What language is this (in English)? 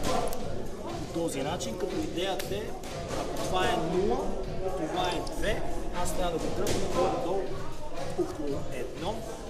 Bulgarian